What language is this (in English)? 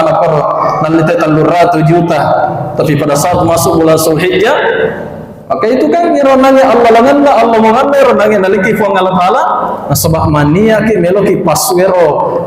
Buginese